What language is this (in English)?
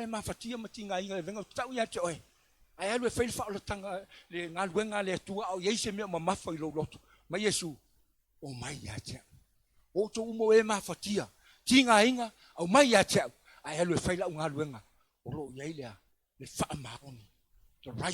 Samoan